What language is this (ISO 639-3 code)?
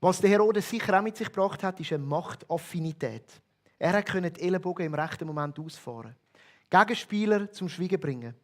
gsw